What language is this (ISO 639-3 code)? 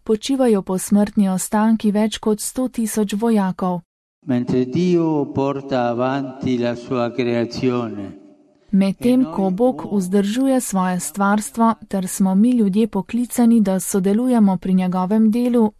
slv